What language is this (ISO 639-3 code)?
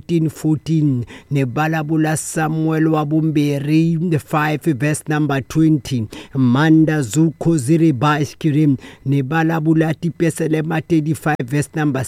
tso